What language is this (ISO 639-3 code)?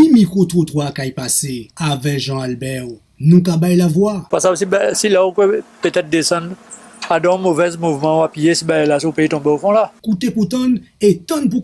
gcf